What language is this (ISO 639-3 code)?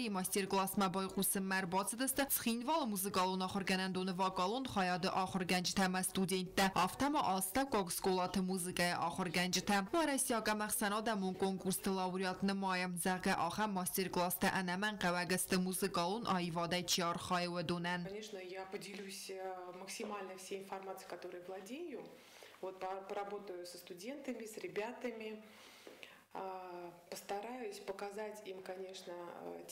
oss